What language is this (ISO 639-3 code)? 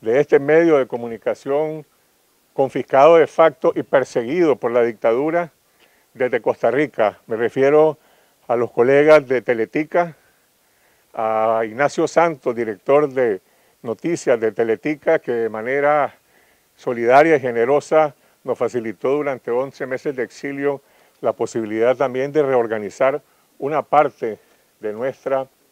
spa